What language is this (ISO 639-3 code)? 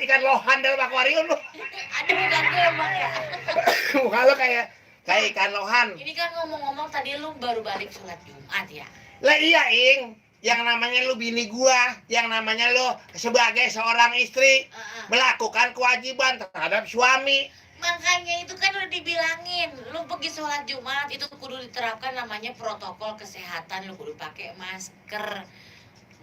bew